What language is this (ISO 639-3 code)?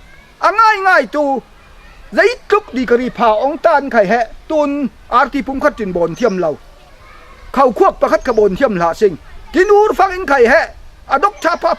cfm